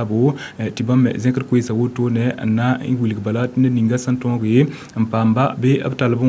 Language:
Mossi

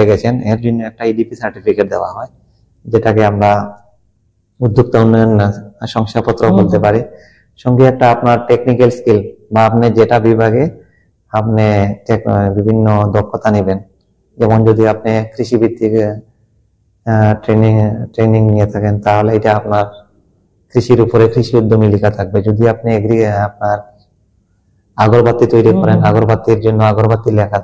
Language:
Bangla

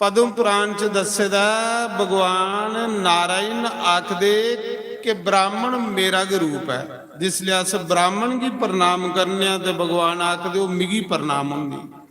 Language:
Dogri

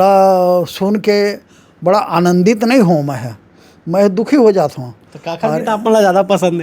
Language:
Chhattisgarhi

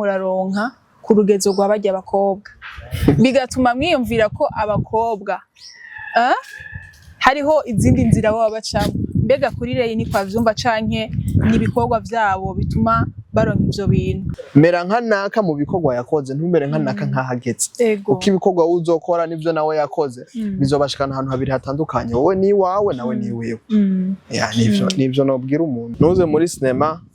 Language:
Rundi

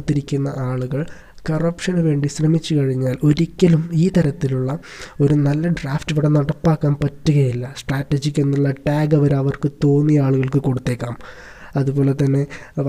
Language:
Malayalam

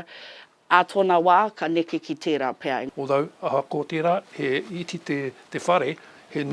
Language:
Māori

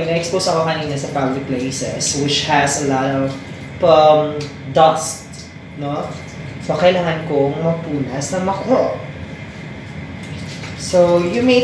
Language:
Filipino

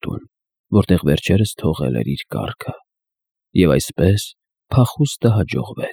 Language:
Armenian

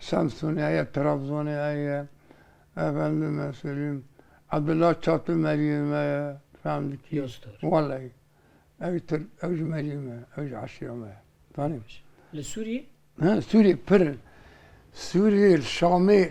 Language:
Kurdish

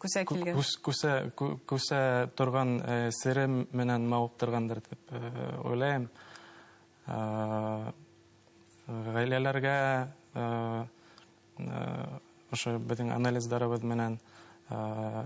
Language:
Bashkir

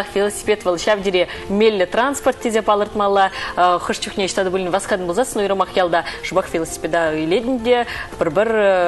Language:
Chuvash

